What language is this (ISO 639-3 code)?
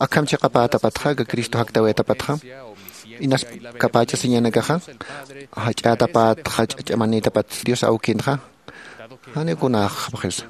aym